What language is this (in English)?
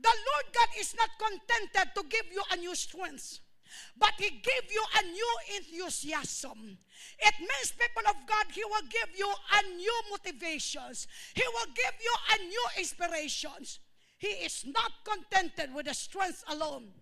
Hiligaynon